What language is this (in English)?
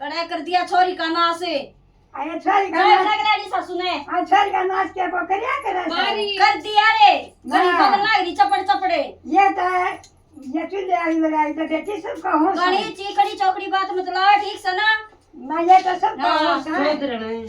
Haryanvi